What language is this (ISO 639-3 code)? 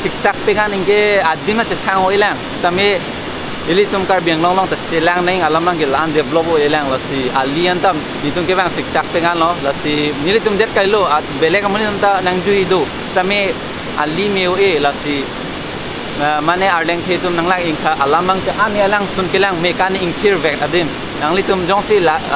mjw